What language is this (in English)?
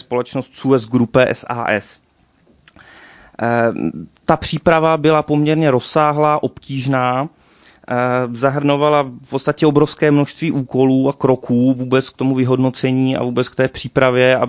Czech